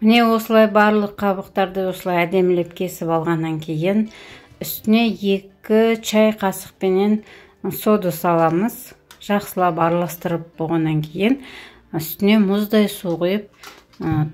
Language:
Kazakh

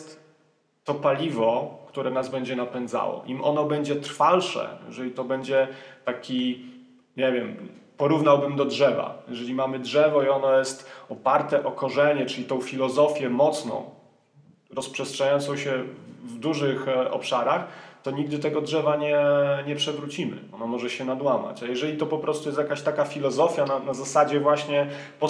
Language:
Polish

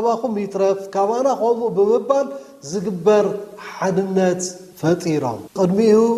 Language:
Tigrinya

